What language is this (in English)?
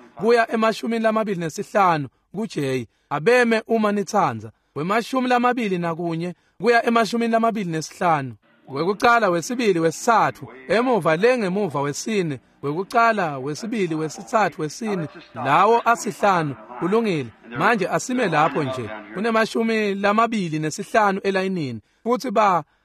Swati